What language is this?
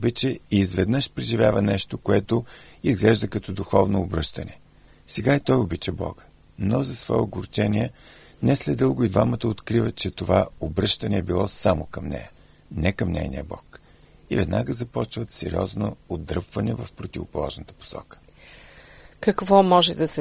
Bulgarian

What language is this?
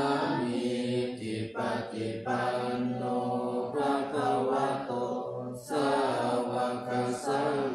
Pali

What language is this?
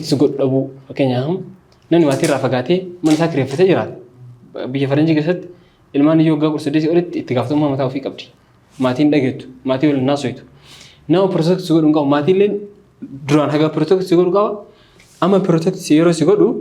Oromo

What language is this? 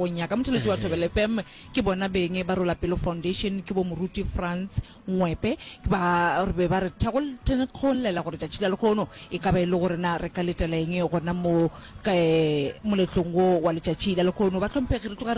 Northern Sotho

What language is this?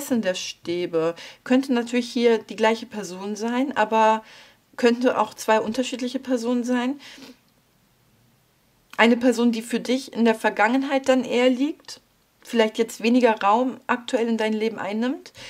German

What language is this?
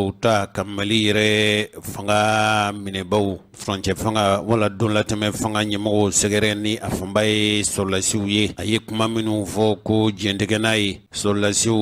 Bambara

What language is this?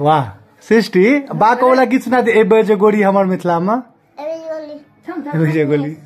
Maithili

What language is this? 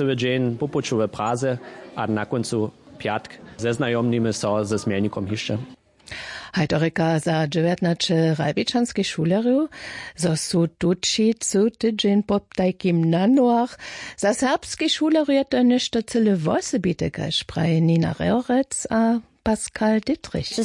Upper Sorbian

